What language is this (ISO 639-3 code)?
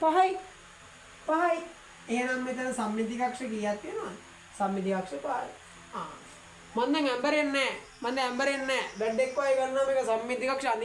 sin